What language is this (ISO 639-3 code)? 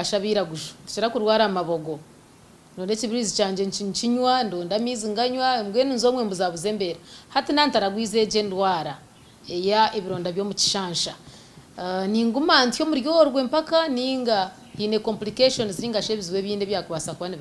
nyn